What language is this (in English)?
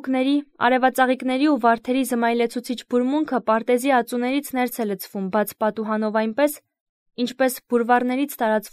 Armenian